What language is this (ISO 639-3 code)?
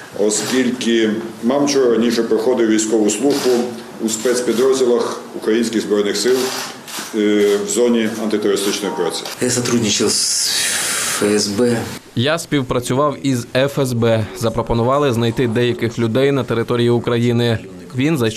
ukr